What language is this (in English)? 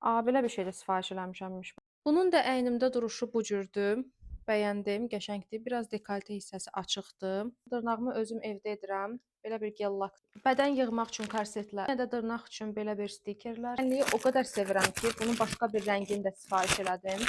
Azerbaijani